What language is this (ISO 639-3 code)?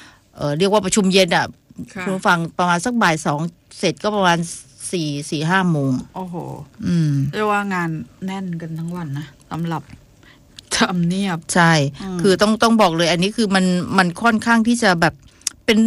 tha